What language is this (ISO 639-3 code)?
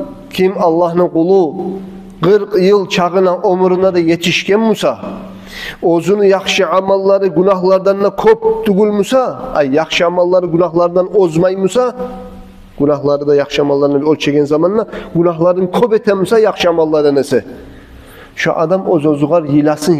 kum